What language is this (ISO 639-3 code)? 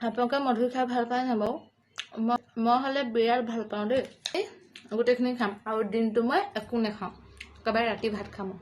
asm